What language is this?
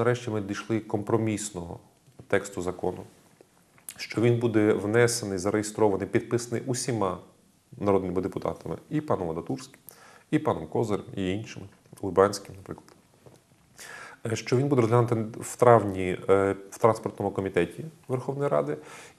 Ukrainian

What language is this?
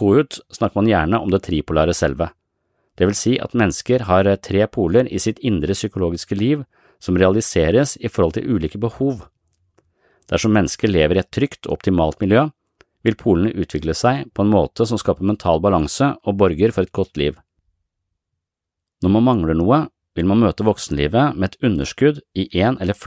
Norwegian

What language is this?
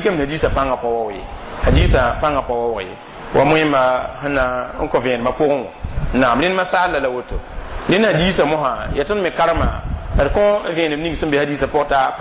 Mossi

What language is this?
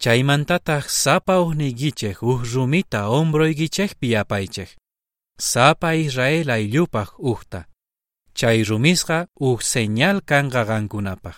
South Bolivian Quechua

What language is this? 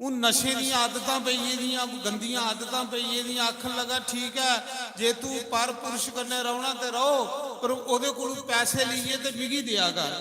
Dogri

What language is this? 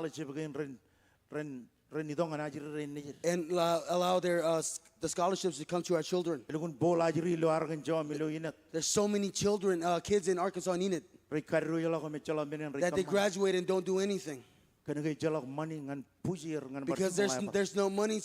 Marshallese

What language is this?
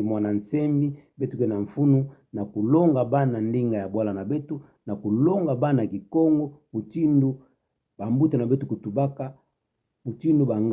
Kituba (Democratic Republic of Congo)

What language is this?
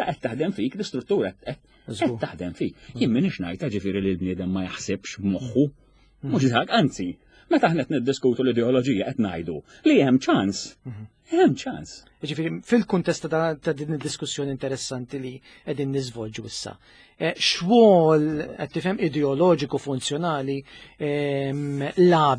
Maltese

